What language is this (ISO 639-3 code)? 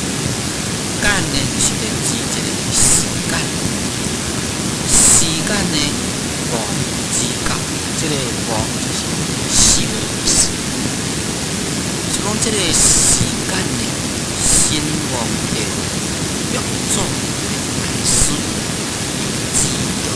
nan